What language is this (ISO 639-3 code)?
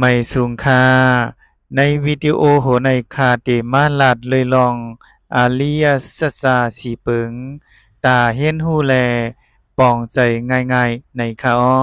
shn